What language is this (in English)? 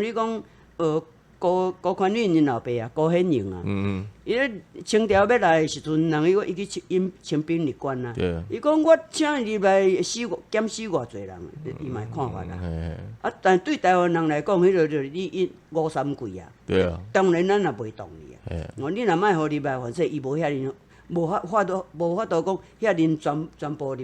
Min Nan Chinese